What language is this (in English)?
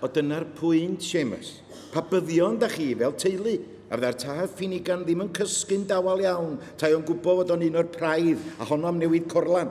Welsh